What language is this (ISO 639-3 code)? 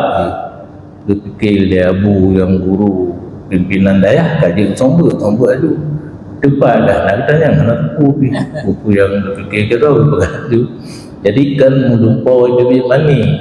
ace